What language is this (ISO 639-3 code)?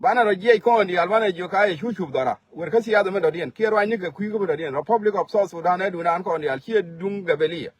nus